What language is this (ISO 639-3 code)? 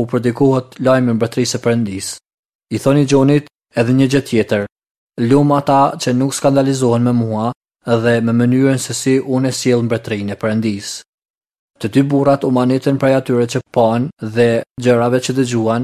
sqi